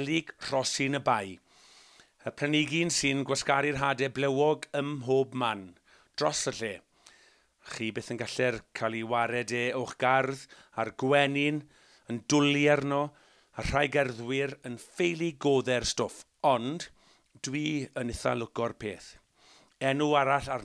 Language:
Welsh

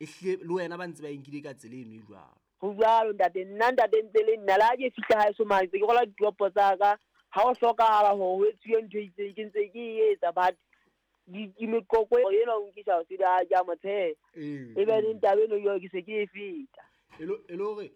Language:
Southern Sotho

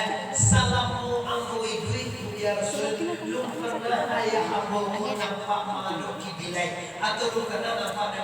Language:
Minangkabau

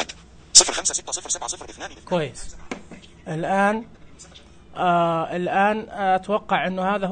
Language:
Najdi Arabic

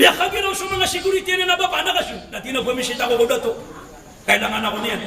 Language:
Maranao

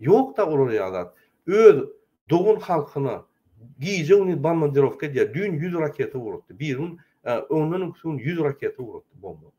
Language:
Turkmen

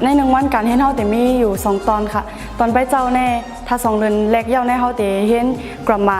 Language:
Shan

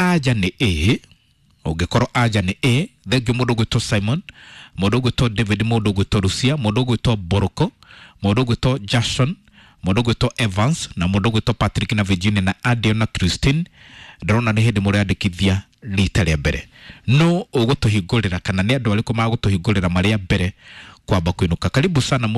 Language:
Kikuyu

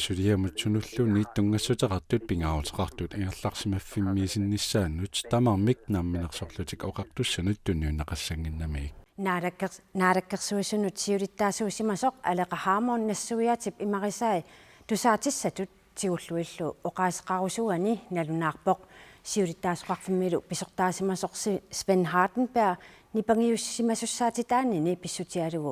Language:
Kalaallisut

